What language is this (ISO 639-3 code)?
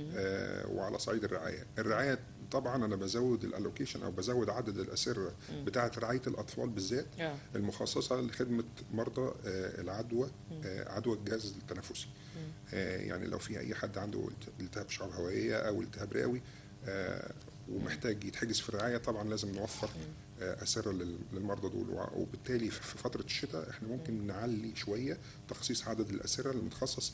arz